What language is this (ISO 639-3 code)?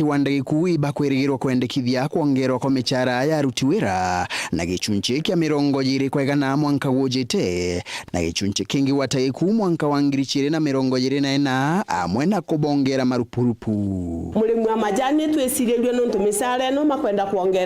mer